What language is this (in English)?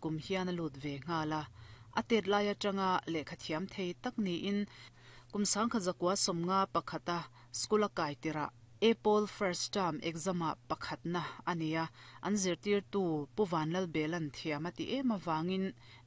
Mizo